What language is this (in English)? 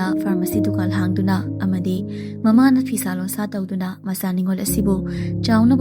Manipuri